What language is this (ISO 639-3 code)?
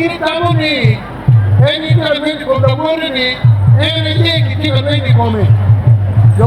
ach